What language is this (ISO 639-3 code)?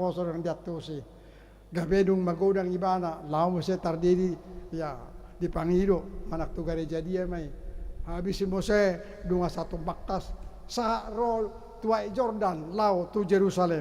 bbc